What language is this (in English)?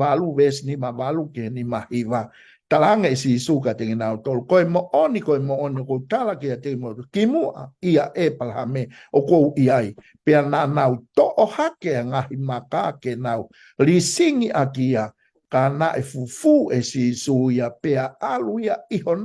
Tongan